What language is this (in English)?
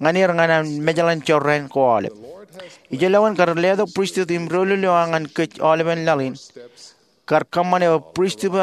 Marshallese